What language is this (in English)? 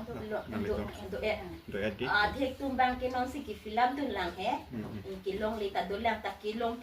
Karbi